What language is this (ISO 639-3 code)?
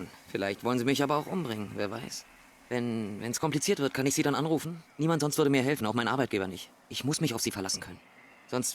bar